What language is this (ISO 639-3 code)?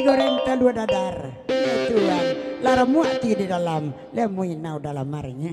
min